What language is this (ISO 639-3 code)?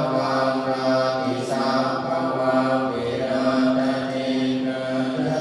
pli